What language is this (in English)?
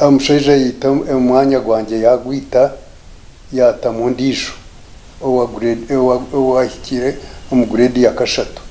Nyankole